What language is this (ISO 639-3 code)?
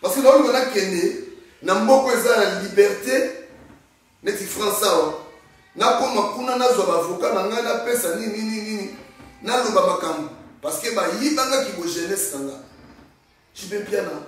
lin